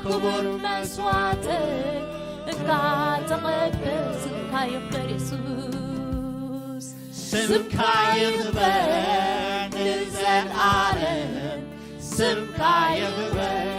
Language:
Tigrinya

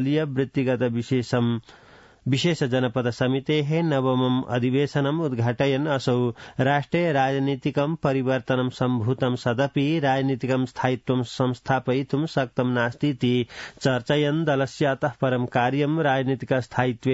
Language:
Sanskrit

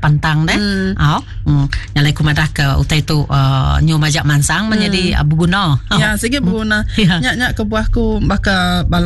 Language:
Iban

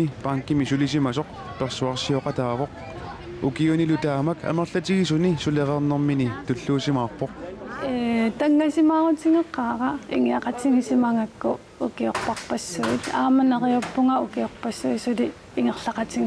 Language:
Kalaallisut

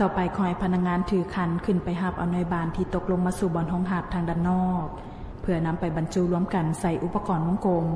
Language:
Lao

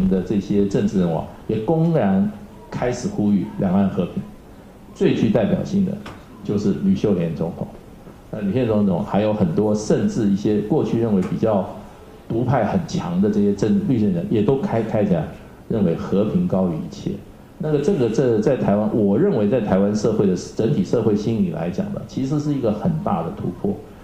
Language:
Chinese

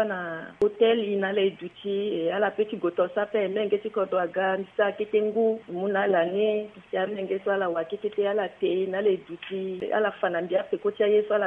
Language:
Sango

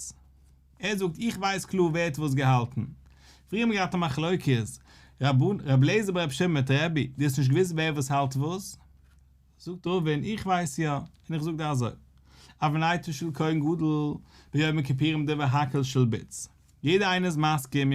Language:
Yiddish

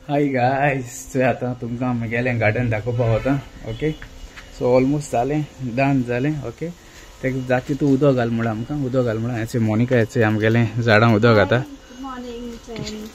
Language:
Konkani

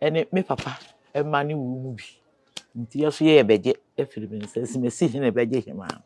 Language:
Akan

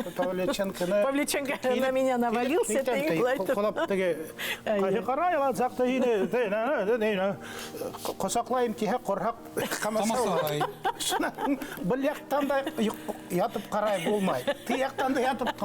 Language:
Bashkir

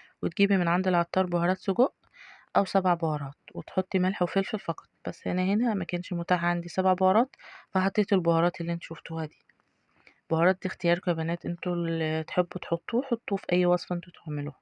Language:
Egyptian Arabic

